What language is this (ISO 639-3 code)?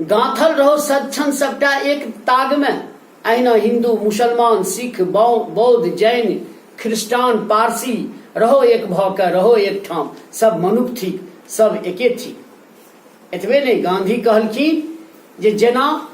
mai